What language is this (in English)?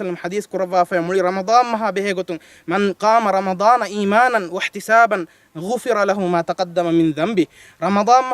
Divehi